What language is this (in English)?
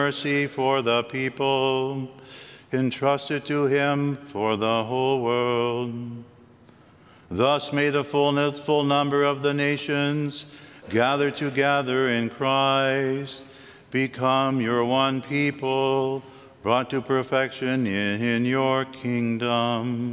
English